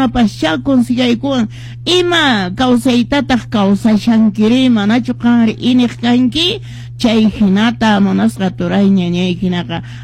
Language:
Quechua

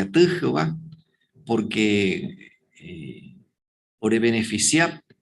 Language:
Guarani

